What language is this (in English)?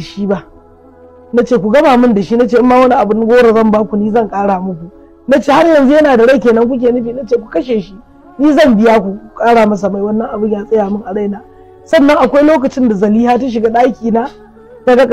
Hausa